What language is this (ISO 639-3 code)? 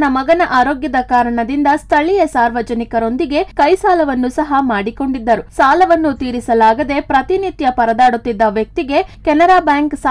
kan